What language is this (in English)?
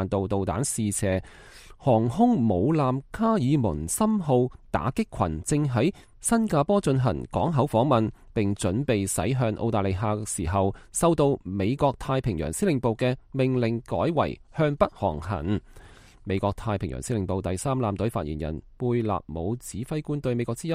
Cantonese